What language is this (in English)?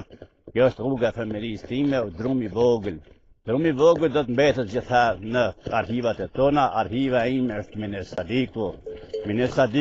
Albanian